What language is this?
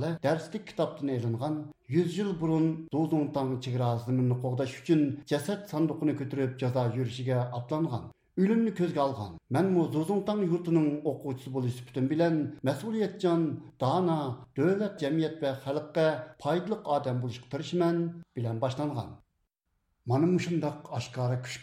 Uyghur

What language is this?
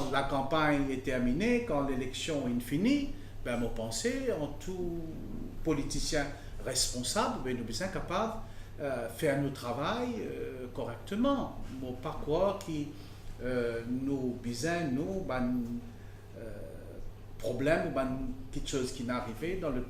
Morisyen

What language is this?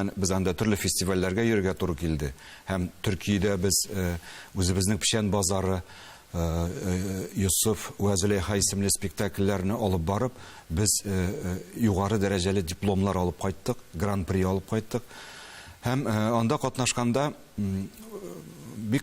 Tatar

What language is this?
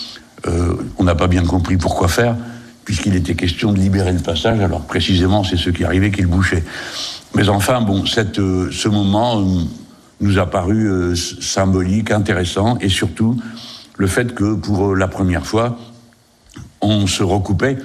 French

